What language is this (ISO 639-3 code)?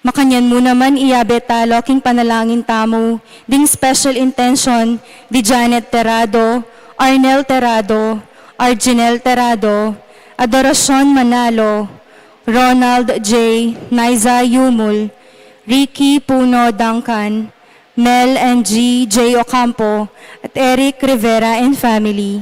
pam